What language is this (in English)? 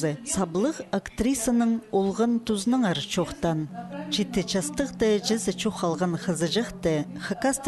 Khakas